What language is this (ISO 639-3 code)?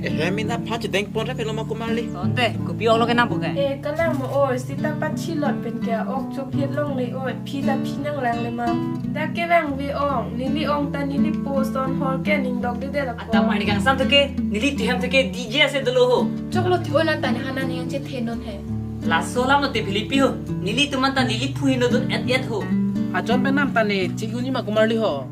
mjw